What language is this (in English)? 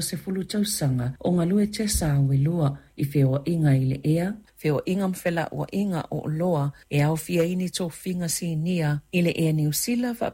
Samoan